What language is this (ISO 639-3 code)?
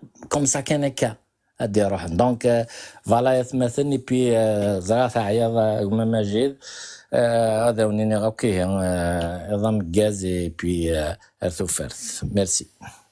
kab